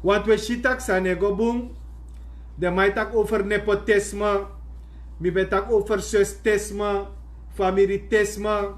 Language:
Sranan Tongo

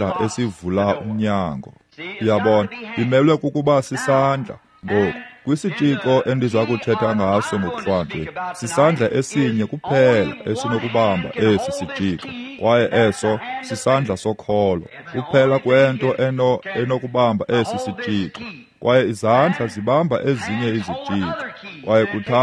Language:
Xhosa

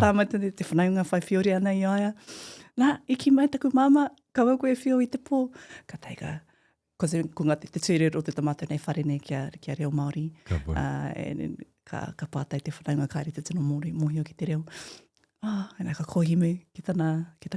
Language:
Māori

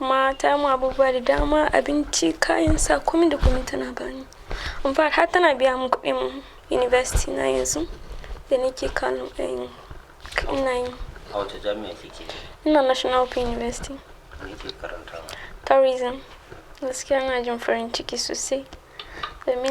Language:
Hausa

